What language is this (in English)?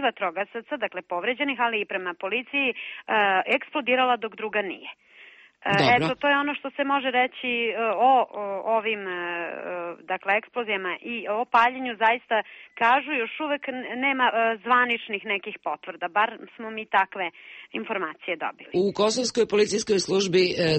Serbian